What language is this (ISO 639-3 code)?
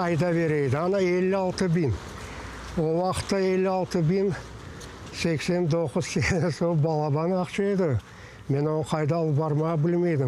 crh